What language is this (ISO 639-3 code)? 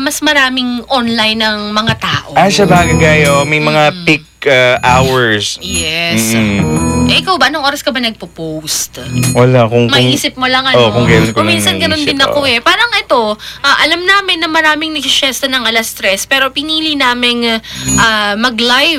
fil